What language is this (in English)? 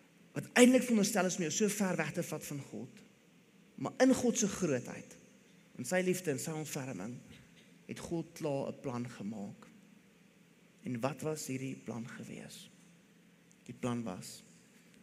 Afrikaans